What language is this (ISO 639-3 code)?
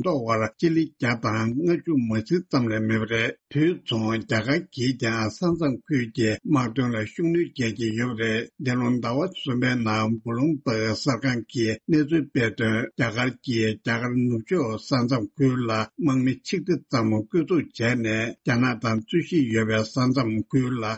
bod